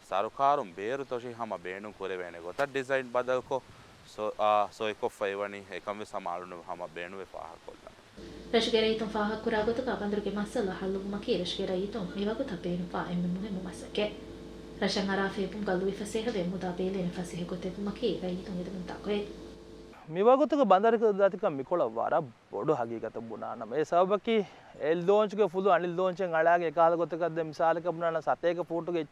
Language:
Divehi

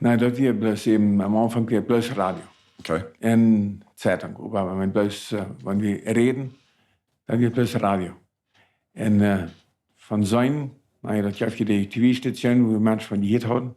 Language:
Plautdietsch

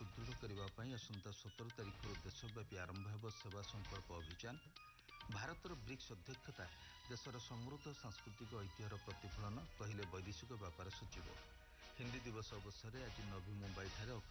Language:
Odia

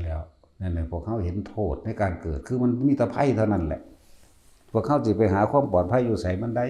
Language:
Lao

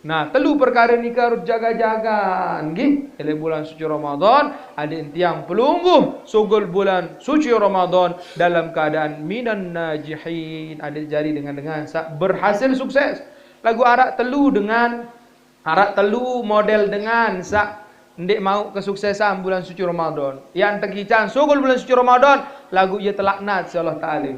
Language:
Sasak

